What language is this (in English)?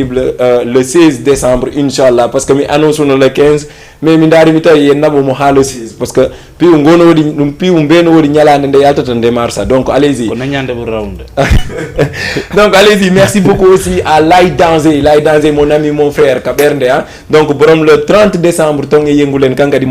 Fula